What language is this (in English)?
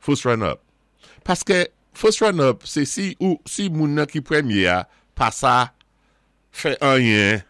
Saint Lucian Creole French